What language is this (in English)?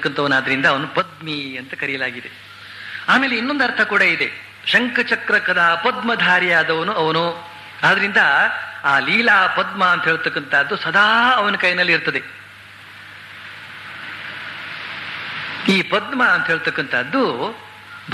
Kannada